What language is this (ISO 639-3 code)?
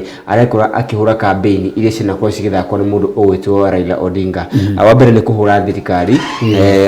kik